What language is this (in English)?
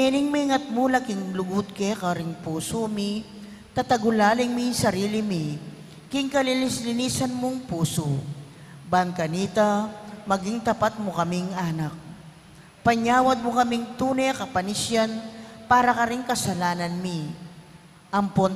Pampanga